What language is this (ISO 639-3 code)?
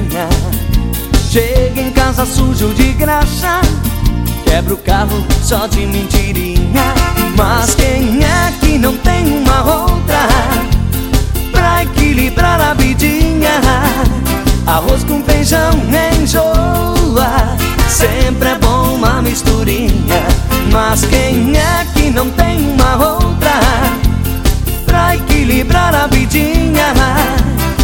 por